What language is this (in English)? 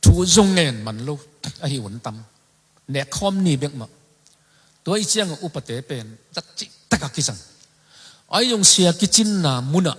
Tedim Chin